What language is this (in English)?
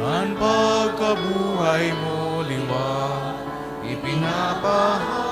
Bikol